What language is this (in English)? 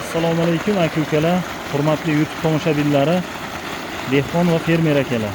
Uzbek